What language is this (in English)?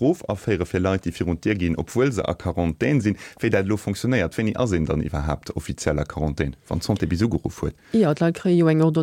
Luxembourgish